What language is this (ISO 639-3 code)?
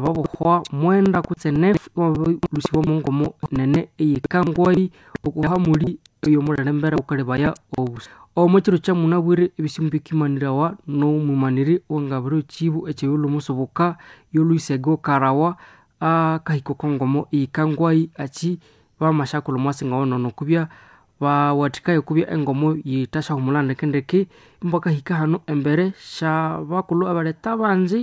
nnb